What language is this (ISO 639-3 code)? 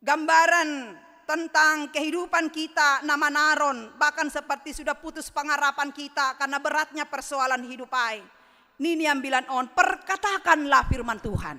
bts